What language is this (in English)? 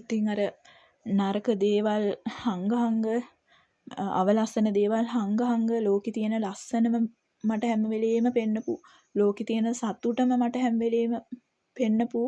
Sinhala